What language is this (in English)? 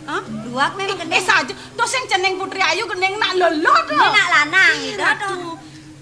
Balinese